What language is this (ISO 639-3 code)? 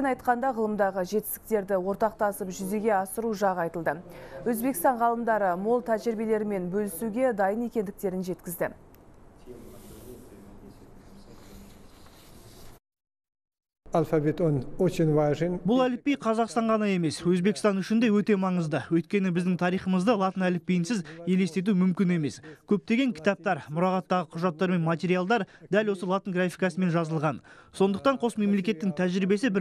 kaz